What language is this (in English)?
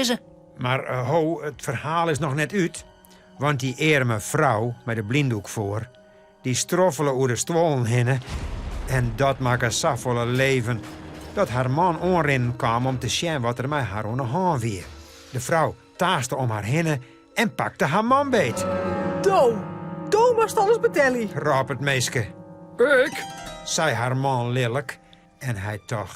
Western Frisian